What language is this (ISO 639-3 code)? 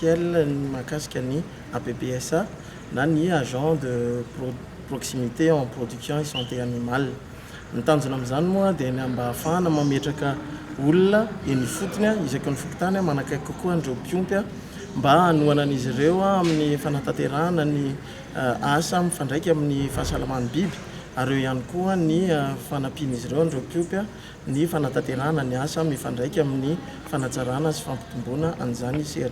mlg